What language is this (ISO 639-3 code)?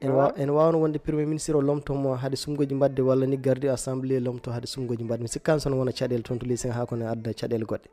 ful